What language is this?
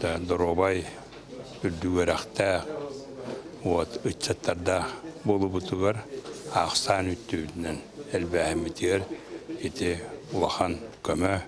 Yakut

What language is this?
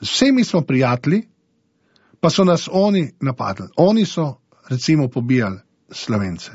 Slovenian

